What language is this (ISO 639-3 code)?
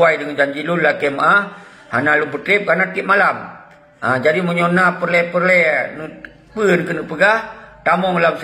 ace